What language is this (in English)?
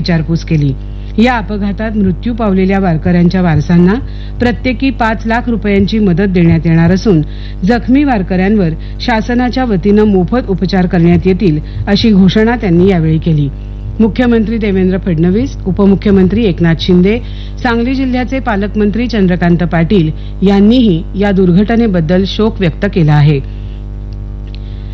Marathi